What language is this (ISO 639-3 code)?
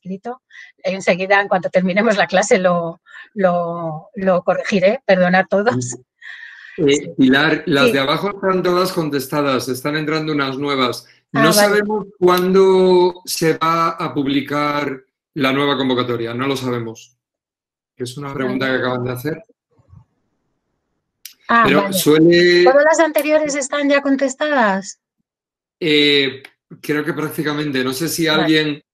spa